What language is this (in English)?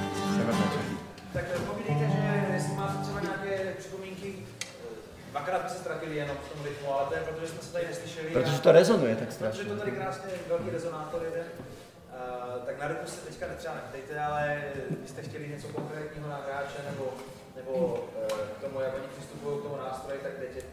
Czech